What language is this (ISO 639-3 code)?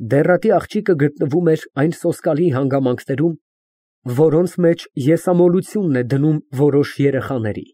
hye